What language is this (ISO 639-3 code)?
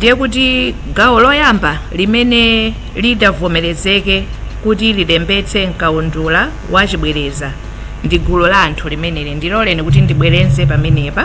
nya